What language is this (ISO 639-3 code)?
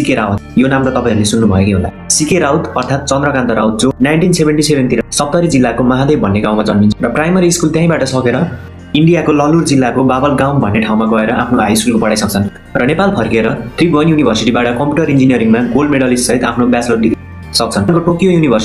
nep